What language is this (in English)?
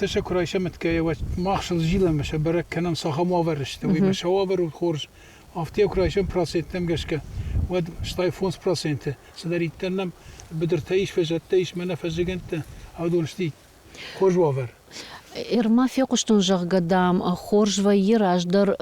Ossetic